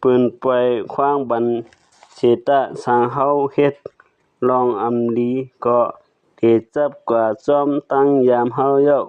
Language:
Shan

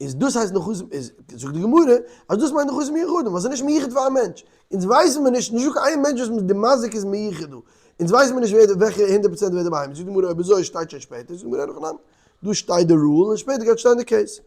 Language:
Yiddish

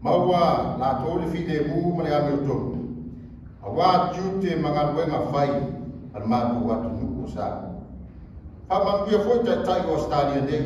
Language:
Samoan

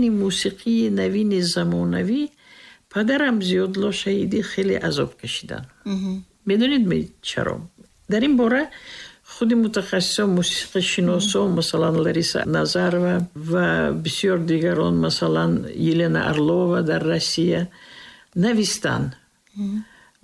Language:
Tajik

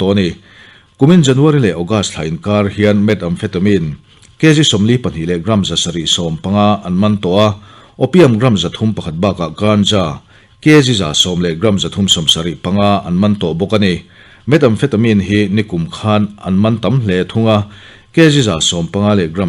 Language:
Mizo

